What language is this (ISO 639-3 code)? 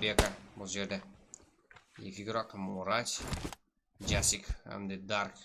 kaa